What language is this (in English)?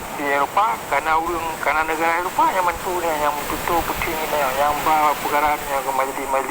Achinese